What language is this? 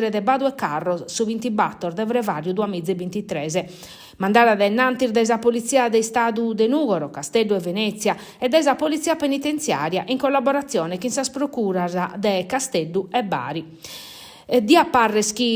Sardinian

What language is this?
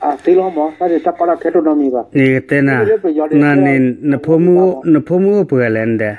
S'gaw Karen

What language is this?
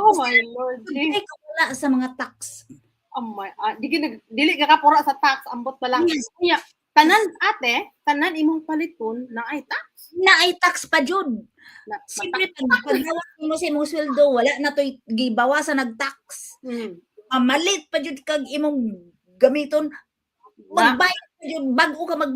Cebuano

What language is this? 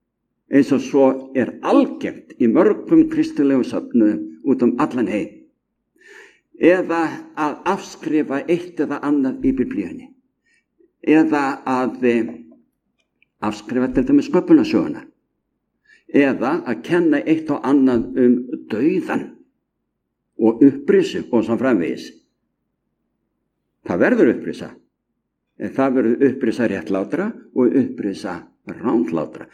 Icelandic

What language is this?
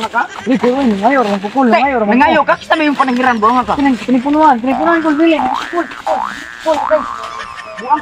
Cebuano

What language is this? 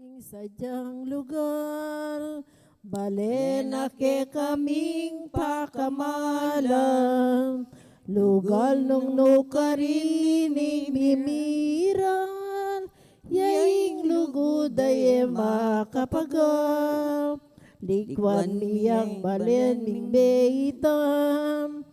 Pampanga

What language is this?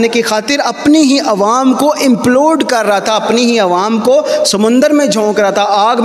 Urdu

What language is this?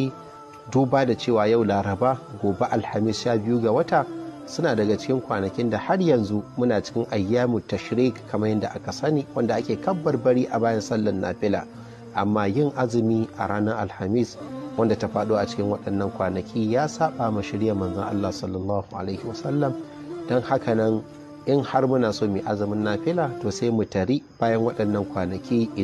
Hausa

